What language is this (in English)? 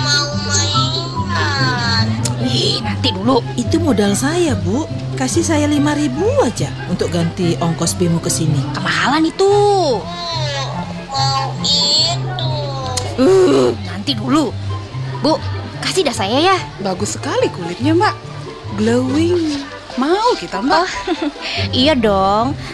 Indonesian